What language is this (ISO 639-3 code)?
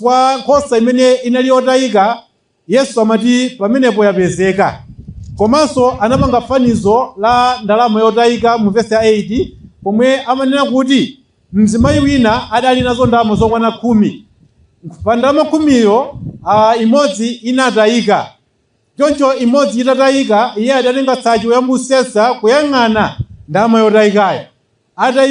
nya